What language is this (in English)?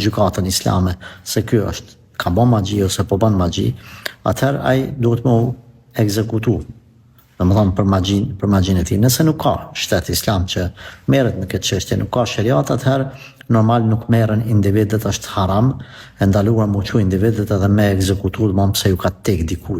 Albanian